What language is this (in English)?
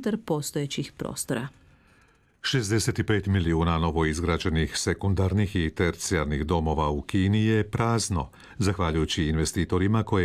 Croatian